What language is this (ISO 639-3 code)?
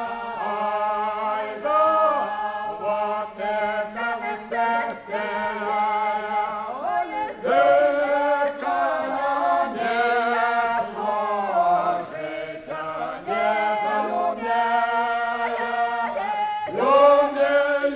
rus